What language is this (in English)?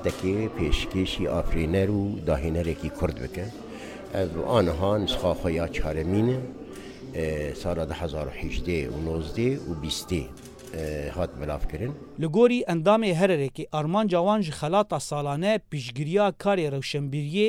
Kurdish